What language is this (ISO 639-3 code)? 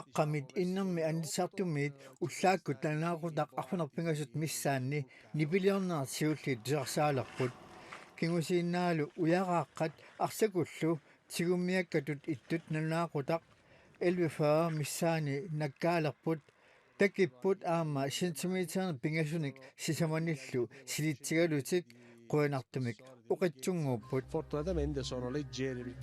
kal